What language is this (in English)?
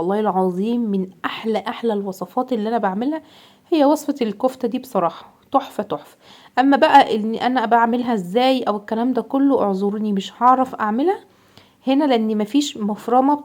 Egyptian Arabic